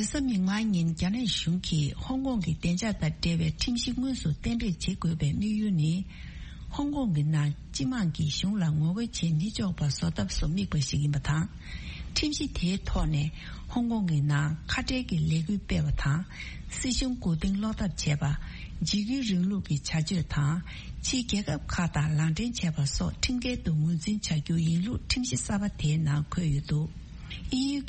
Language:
Tibetan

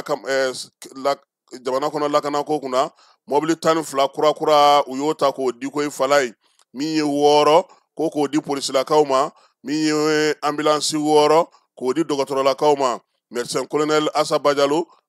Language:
Bambara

